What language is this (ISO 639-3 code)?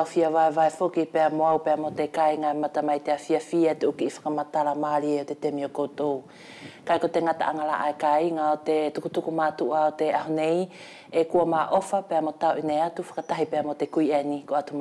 wls